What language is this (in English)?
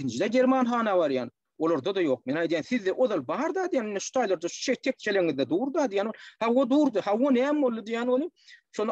Turkmen